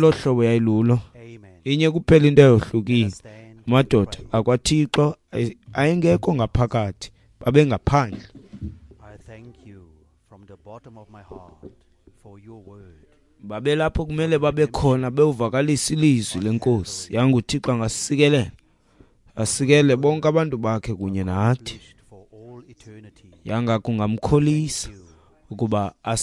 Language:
Xhosa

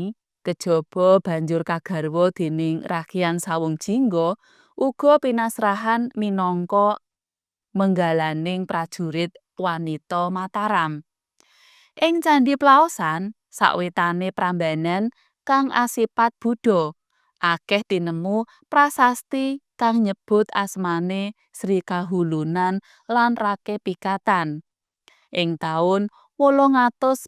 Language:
Javanese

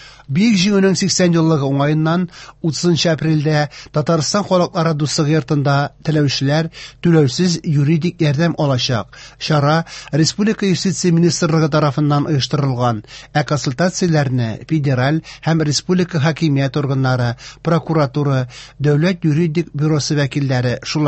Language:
Tatar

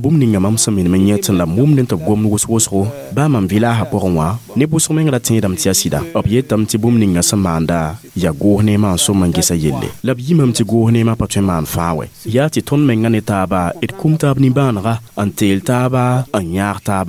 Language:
Mossi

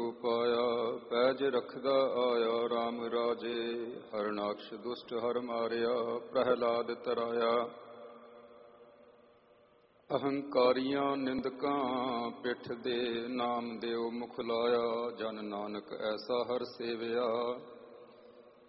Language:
Punjabi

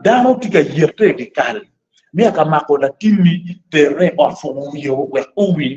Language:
Acoli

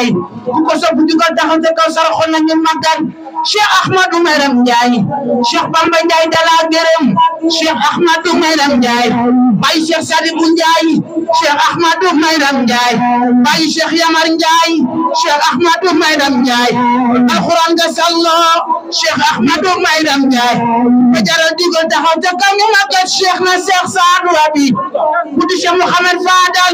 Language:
Wolof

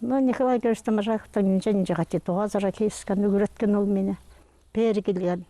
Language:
Khakas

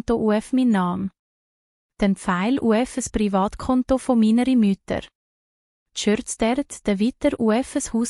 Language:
Swiss German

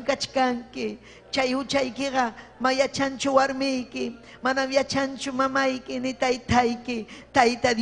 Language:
Ayacucho Quechua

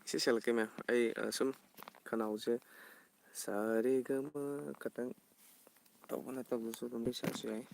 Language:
Manipuri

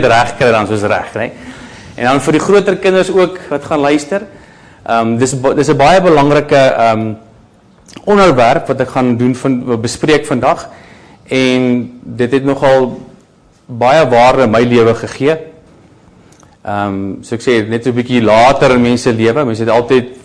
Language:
Afrikaans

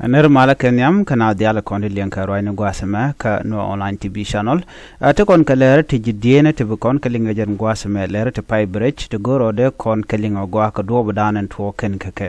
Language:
Nuer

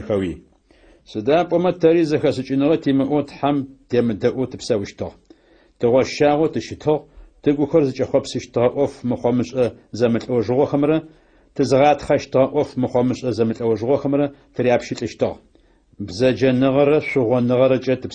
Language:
Adyghe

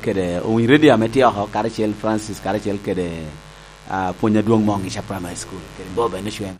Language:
Lango (Uganda)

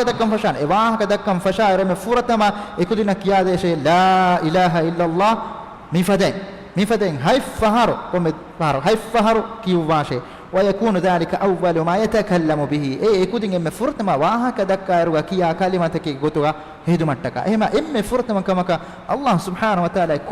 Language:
Divehi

